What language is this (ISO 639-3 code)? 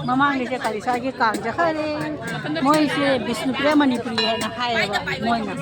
mni